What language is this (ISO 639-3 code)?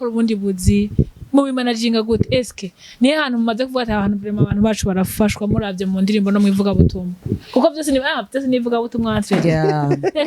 run